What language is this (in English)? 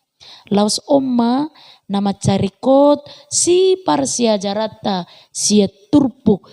Batak Toba